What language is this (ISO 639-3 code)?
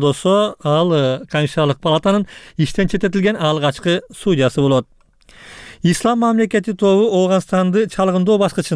kir